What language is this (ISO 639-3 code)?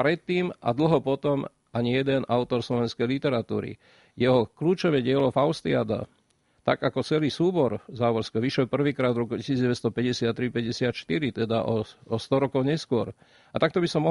slk